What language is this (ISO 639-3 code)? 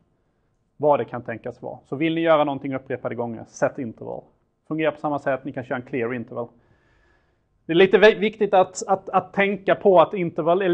swe